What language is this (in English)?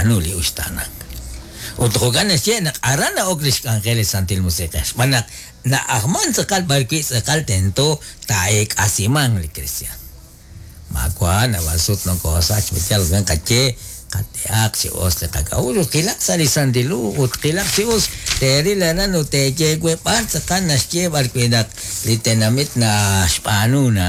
Kekchí